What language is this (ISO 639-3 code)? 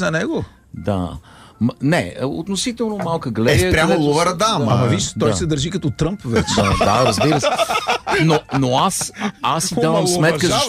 bul